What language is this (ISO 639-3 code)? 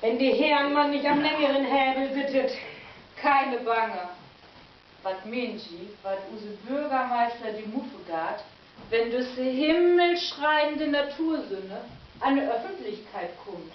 nds